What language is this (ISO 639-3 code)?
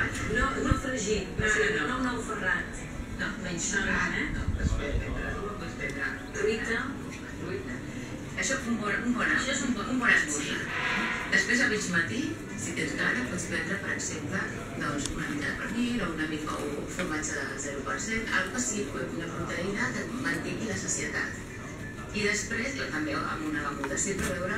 cat